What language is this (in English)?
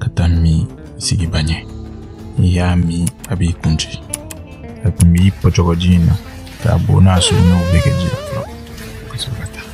Bambara